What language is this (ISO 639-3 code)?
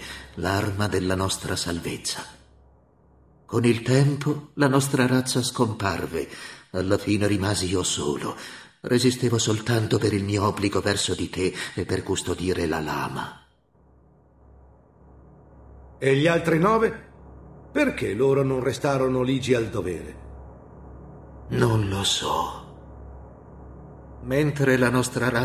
ita